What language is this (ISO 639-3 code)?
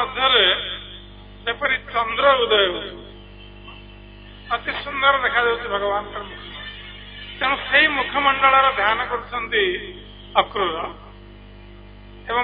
ori